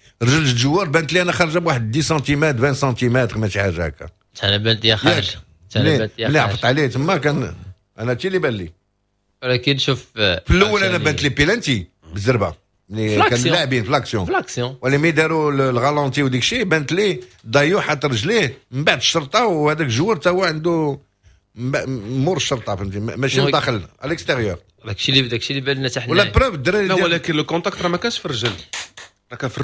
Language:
Moroccan Arabic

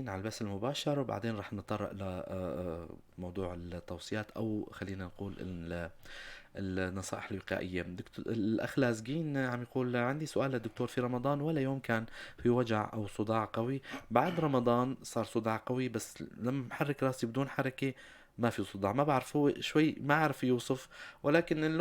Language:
North Levantine Arabic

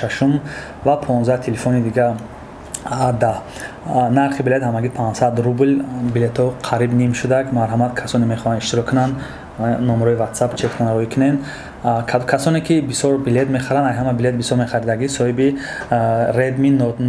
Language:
Tajik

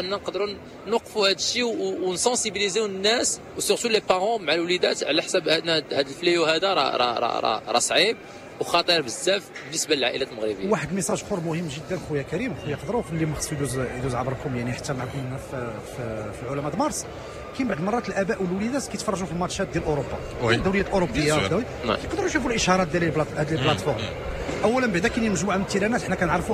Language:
Moroccan Arabic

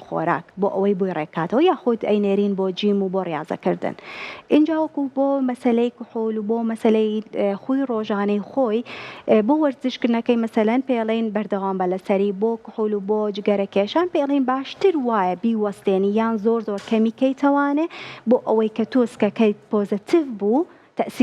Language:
Central Kurdish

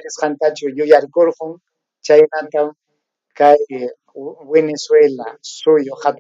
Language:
Ayacucho Quechua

